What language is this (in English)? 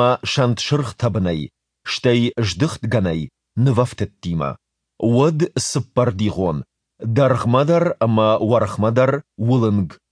Ossetic